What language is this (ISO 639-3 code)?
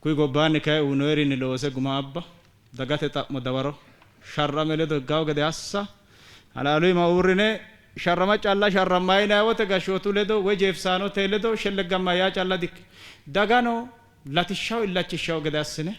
sid